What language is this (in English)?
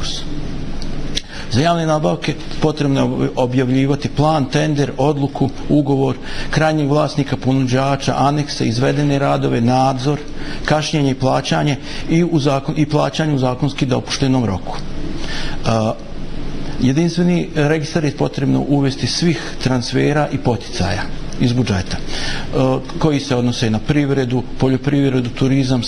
Bosnian